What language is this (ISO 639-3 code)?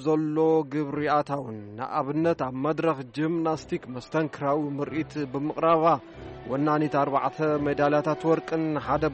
tir